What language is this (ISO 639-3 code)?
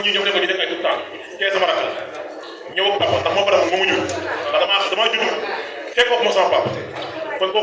wol